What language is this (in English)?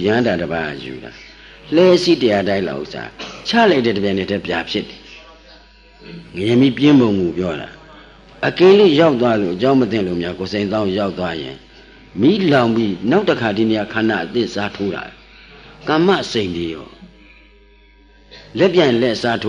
Burmese